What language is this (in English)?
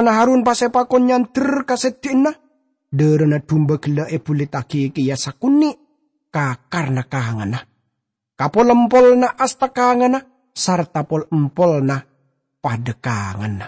Madurese